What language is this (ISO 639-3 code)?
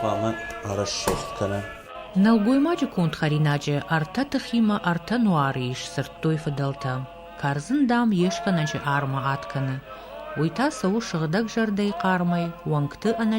oss